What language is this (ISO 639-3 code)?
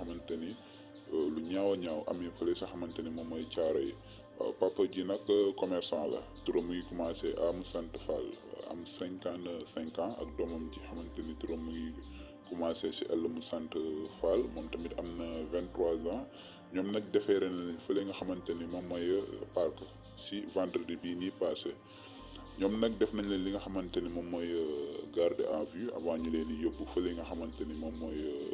wol